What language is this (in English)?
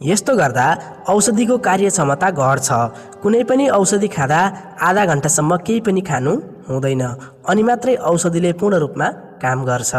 Nepali